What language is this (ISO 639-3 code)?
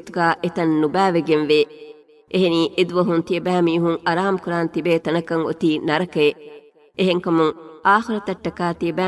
div